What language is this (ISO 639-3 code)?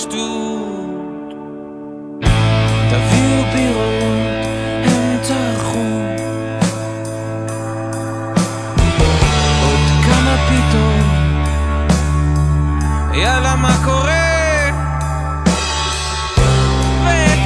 heb